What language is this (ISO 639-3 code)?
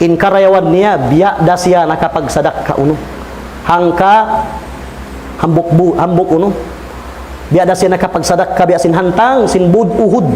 tsg